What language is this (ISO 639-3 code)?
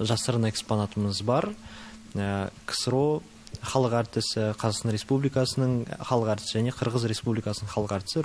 kaz